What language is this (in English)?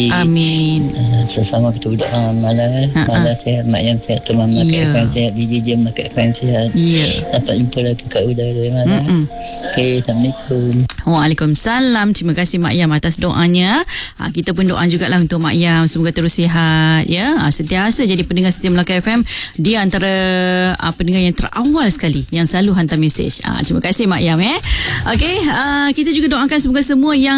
Malay